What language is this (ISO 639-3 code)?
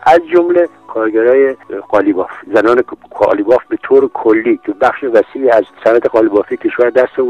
fas